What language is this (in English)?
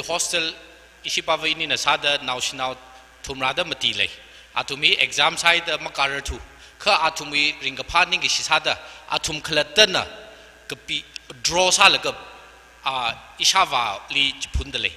Tangkhul Naga (India)